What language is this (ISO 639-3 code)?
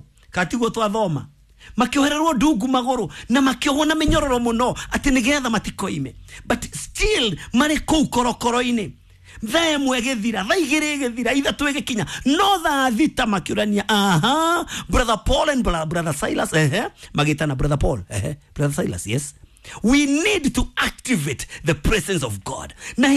kik